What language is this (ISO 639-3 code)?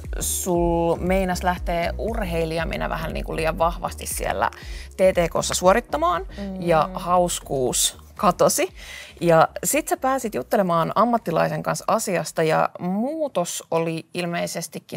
fin